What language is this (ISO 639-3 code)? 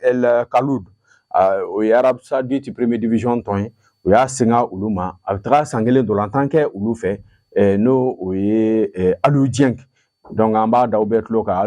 bam